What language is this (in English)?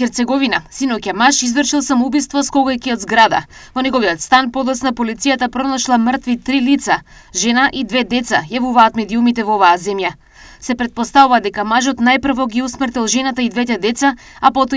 Macedonian